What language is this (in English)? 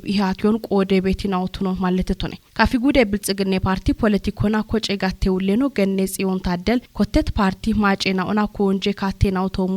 Kafa